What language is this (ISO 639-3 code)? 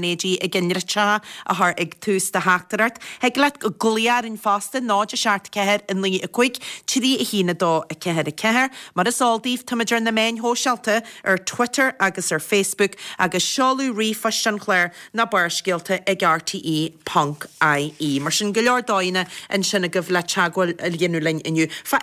gle